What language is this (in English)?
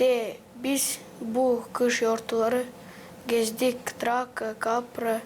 Gagauz